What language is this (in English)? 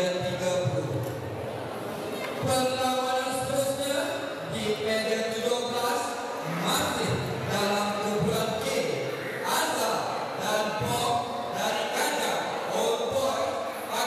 Malay